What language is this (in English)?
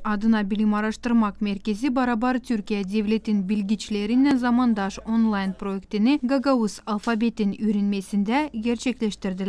Gagauz